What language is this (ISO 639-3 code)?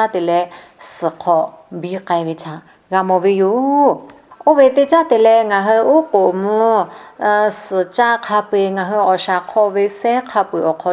lhu